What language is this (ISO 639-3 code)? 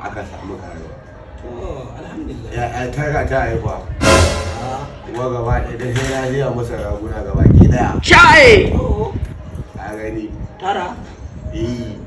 hau